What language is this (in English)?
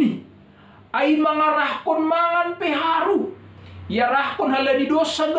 Batak Simalungun